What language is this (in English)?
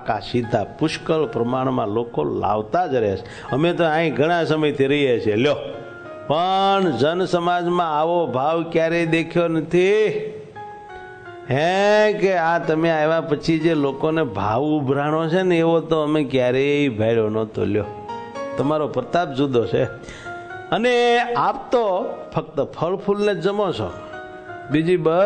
Gujarati